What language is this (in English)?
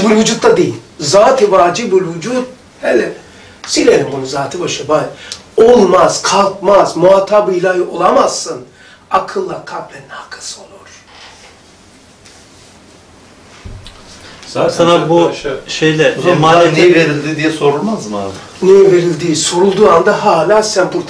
Turkish